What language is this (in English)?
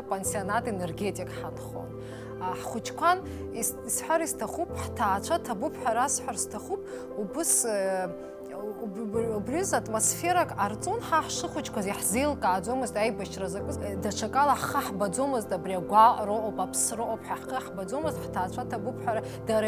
Abkhazian